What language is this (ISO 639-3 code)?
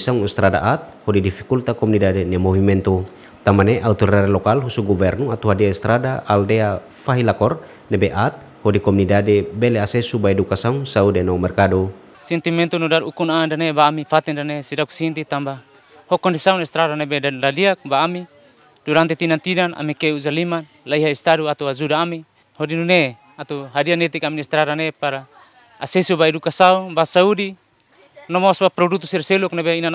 tet